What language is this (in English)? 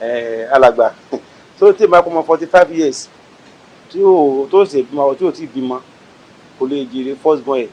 Yoruba